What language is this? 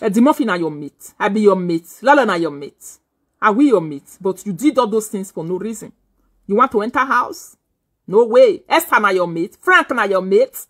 Nigerian Pidgin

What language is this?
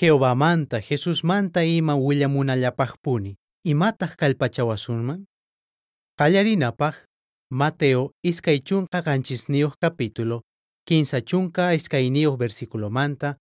South Bolivian Quechua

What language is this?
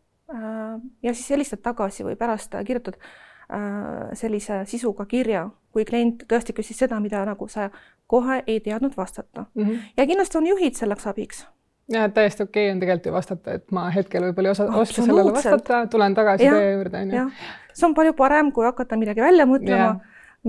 Estonian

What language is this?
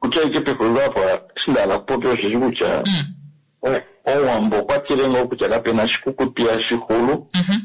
Kuanyama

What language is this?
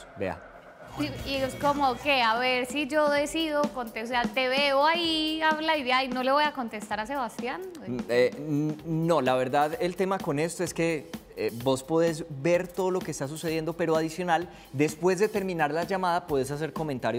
Spanish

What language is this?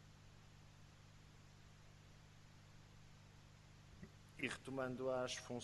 Portuguese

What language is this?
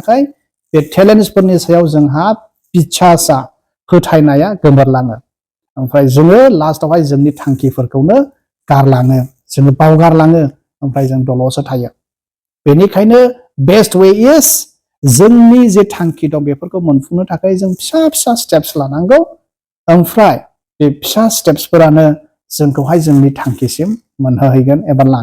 Bodo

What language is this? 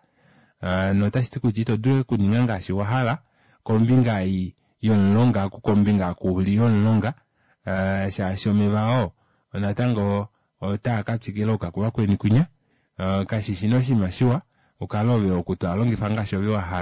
Kuanyama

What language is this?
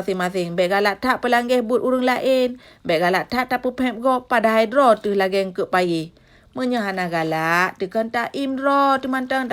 Achinese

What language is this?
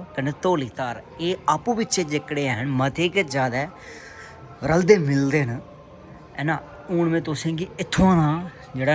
Dogri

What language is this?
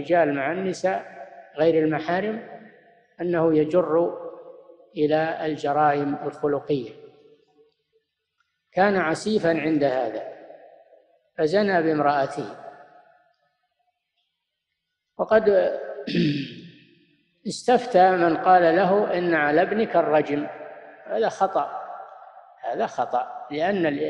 Arabic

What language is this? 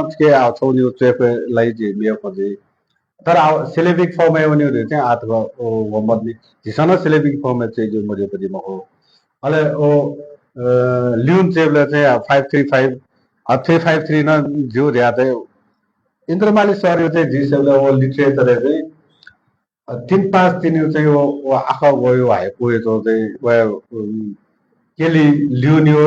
Newari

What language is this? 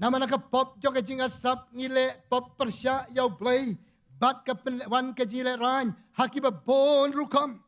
Khasi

